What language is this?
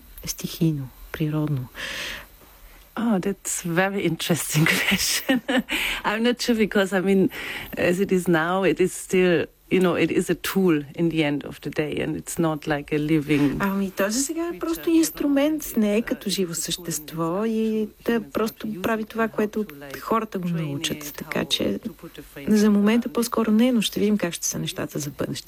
Bulgarian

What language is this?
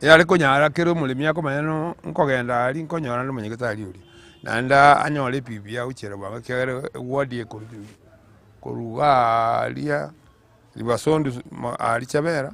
Gusii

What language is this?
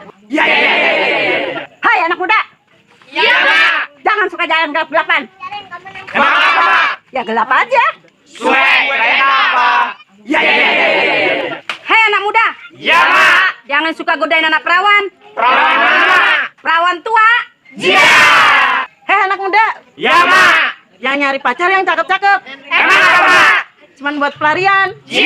Betawi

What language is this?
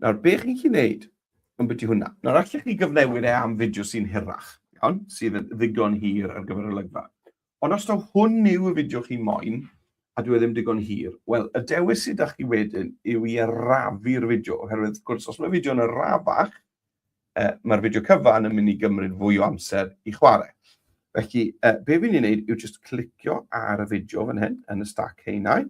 Welsh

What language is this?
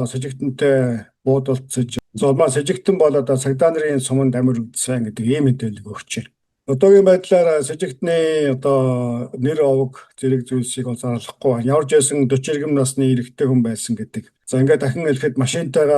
Mongolian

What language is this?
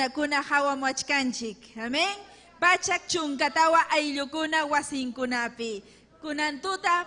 Ayacucho Quechua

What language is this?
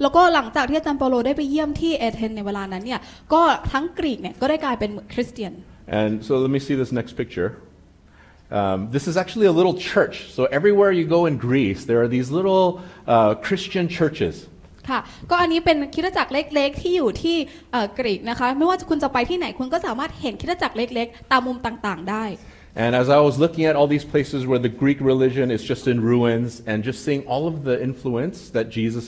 Thai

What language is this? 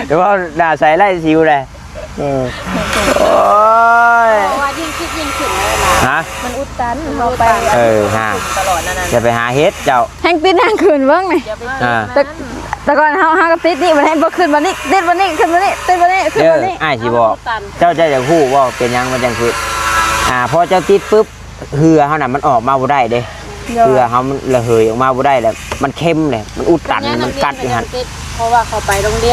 Northeastern Thai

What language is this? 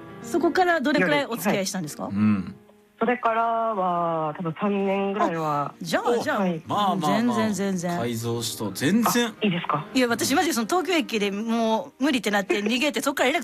Japanese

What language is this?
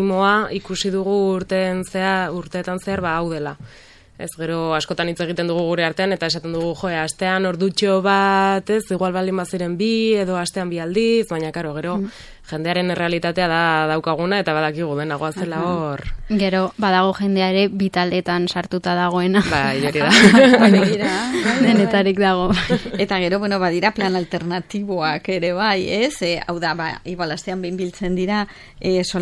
Basque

